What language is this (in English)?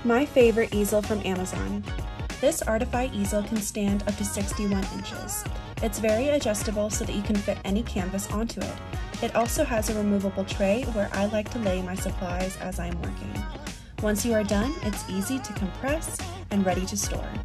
English